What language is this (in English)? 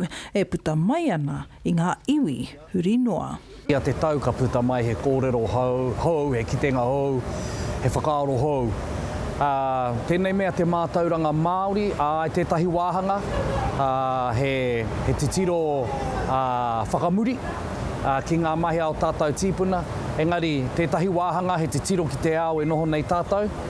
Māori